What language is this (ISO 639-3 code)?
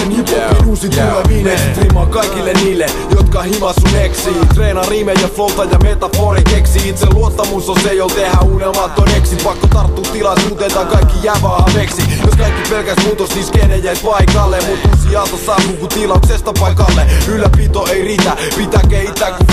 fin